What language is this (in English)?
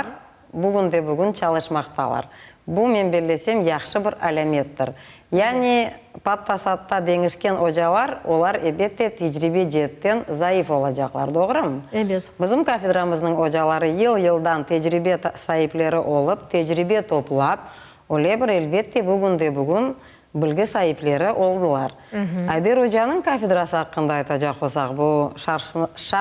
Crimean Tatar